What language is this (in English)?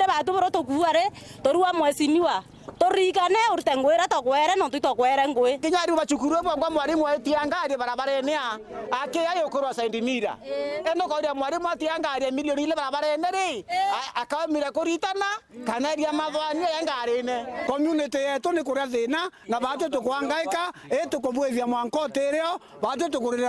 Meru